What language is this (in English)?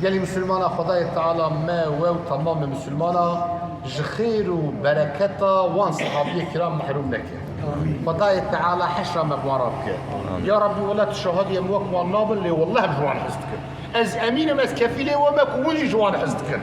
Kurdish